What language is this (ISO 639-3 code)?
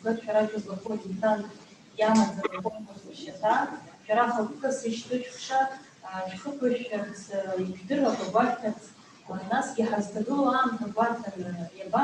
abk